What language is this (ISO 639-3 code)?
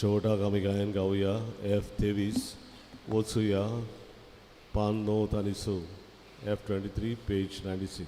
kok